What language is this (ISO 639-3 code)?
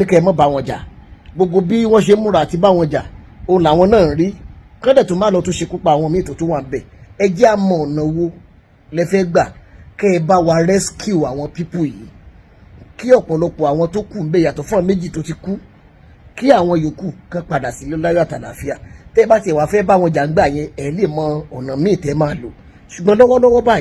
yor